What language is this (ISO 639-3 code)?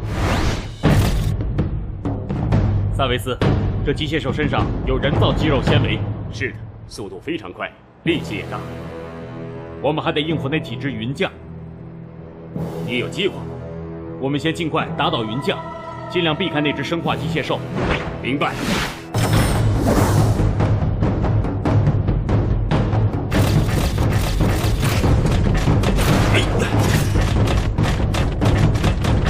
zho